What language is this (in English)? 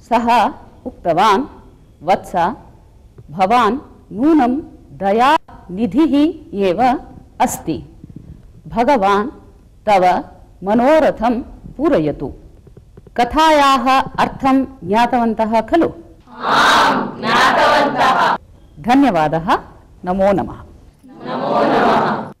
Sanskrit